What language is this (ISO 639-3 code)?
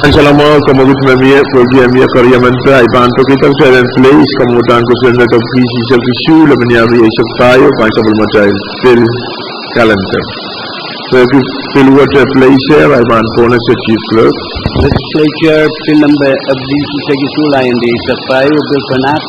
pon